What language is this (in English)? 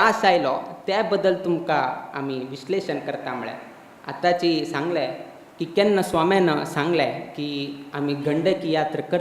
Konkani